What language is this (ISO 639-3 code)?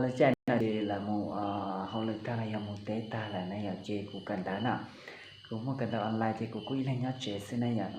hmn